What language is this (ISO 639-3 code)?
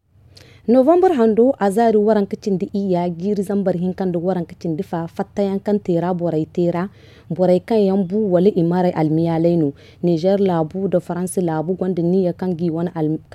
dje